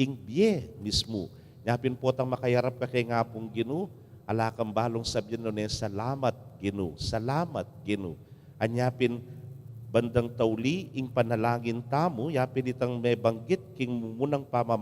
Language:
Pampanga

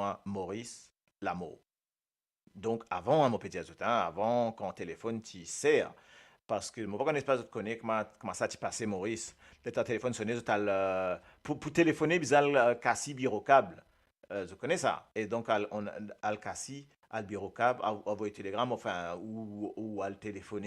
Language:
Morisyen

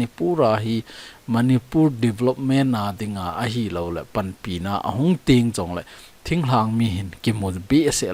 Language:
Thado Chin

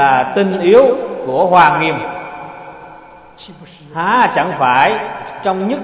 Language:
Vietnamese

